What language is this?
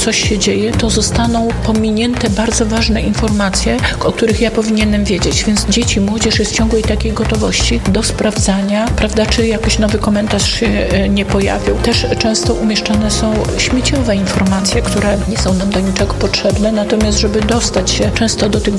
Polish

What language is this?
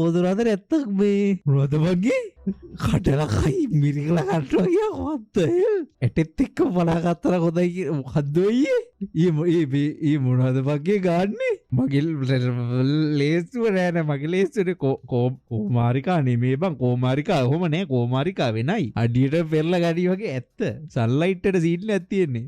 Sinhala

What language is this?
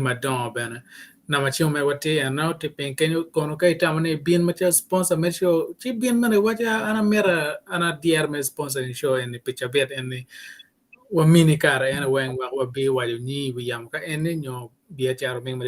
Acoli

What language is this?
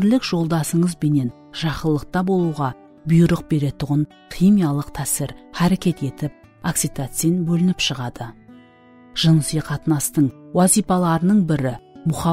Kara-Kalpak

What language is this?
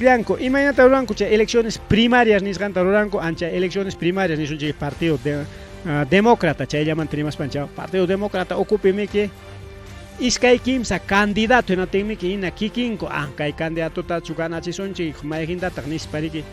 Ayacucho Quechua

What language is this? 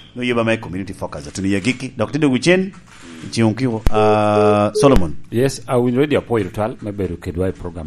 Lango (Uganda)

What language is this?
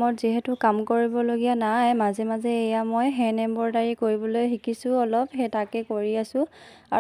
Assamese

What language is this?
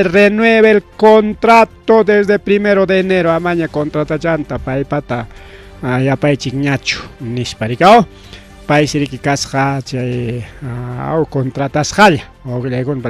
Ayacucho Quechua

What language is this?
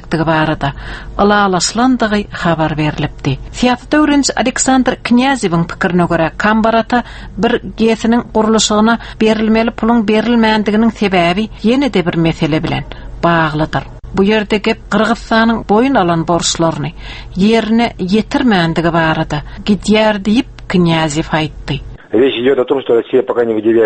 Turkmen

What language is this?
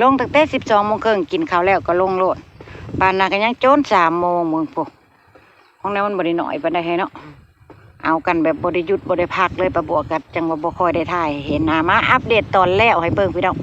Lao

